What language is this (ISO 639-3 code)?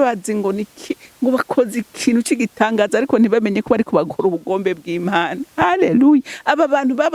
run